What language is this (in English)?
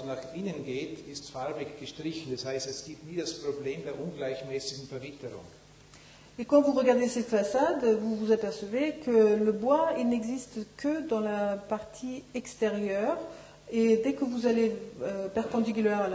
French